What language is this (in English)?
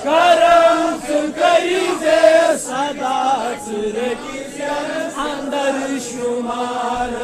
Kashmiri